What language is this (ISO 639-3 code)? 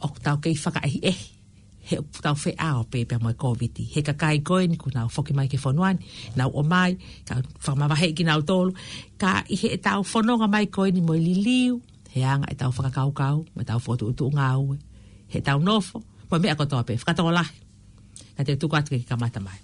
ton